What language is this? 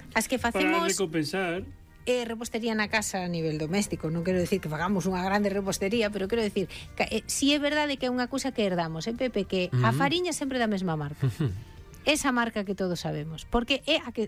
Galician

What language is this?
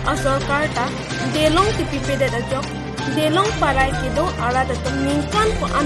Karbi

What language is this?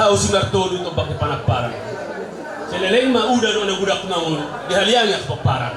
Batak Toba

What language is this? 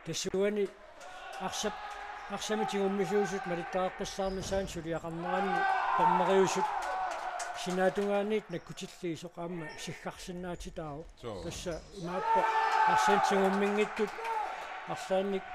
Kalaallisut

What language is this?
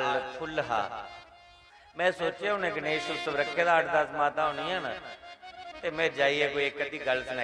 Dogri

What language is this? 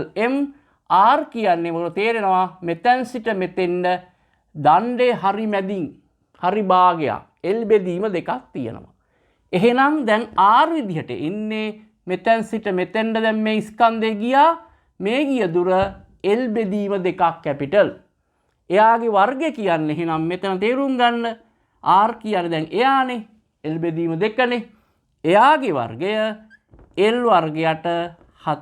Sinhala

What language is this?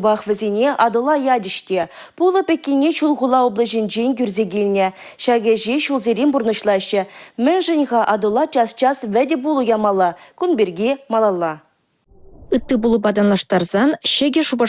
Chuvash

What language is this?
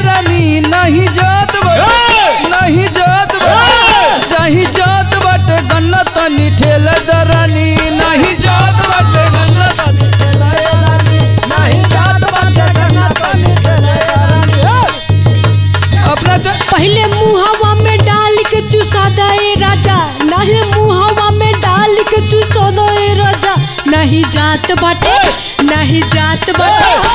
Bhojpuri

